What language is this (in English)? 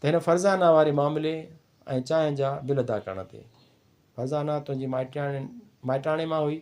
Sindhi